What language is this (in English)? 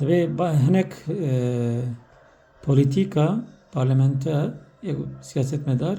Kurdish